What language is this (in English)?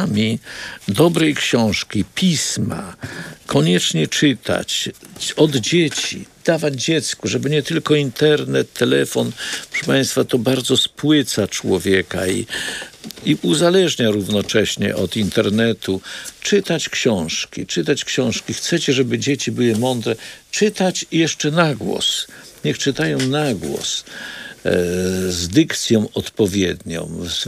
Polish